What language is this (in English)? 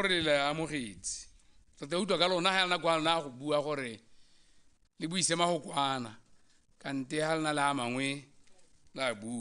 Tswana